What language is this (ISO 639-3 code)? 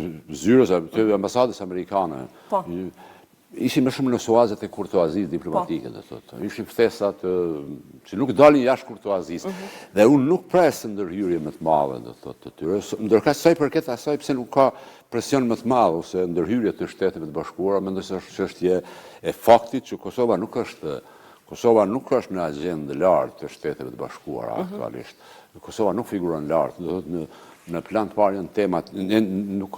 sqi